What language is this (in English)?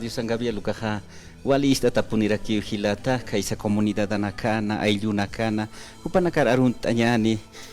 Aymara